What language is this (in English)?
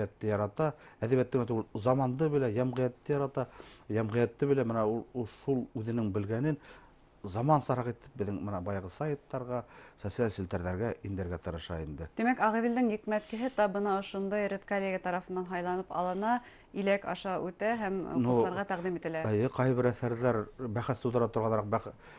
Bashkir